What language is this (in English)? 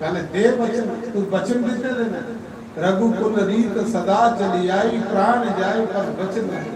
Dogri